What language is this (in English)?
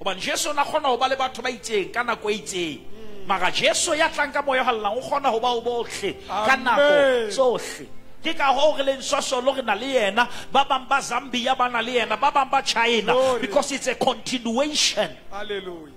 Southern Sotho